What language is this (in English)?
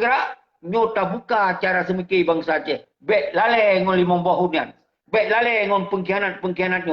Achinese